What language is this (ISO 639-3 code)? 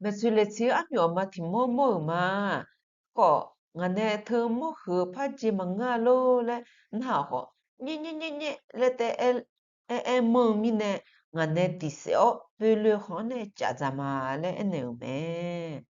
ahk